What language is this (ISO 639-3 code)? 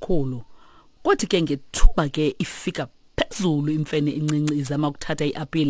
xho